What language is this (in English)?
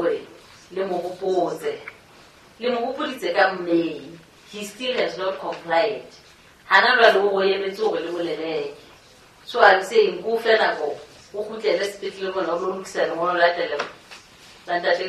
Southern Sotho